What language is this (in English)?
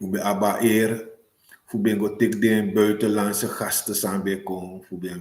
Sranan Tongo